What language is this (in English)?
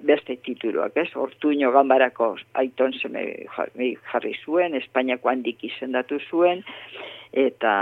Basque